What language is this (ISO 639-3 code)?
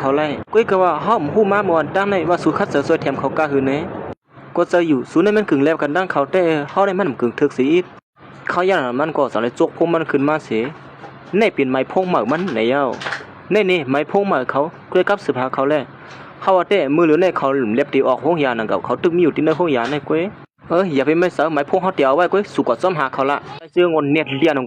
shn